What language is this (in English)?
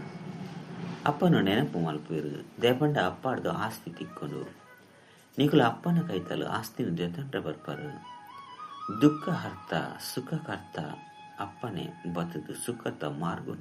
Tulu